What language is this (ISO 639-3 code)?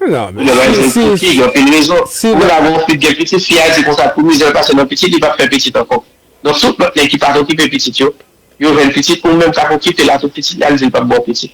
hat